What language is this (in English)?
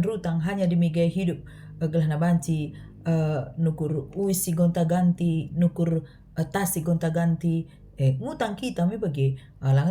Batak Karo